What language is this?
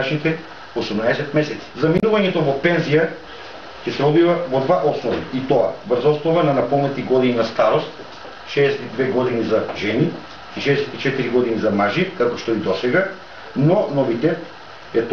Macedonian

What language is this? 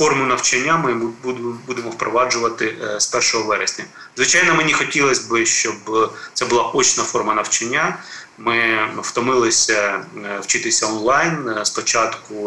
Ukrainian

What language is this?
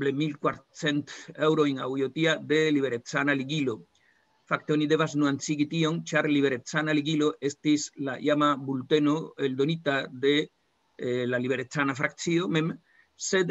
Esperanto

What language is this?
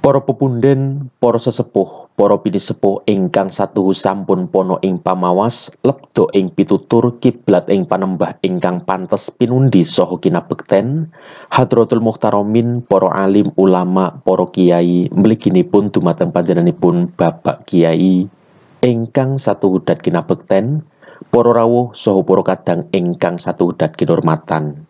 Javanese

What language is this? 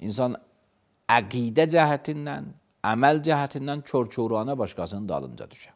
Azerbaijani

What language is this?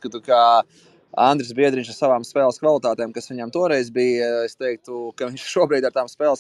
Latvian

